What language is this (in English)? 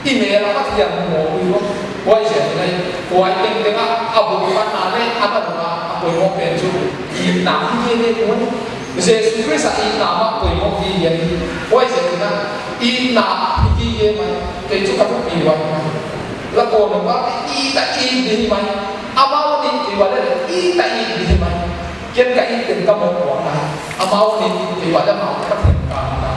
Paite Chin